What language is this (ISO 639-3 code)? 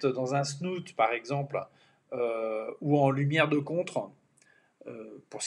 fra